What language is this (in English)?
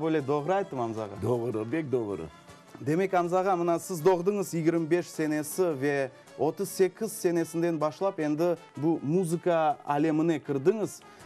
Crimean Tatar